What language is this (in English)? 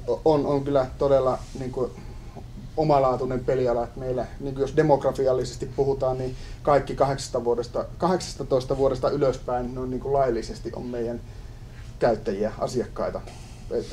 Finnish